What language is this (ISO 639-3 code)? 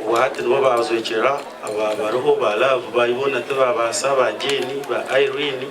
nyn